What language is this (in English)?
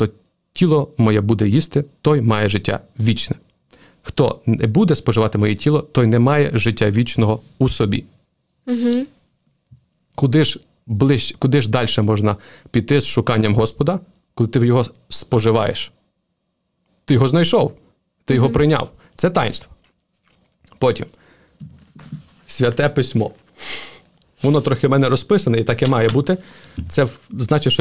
Ukrainian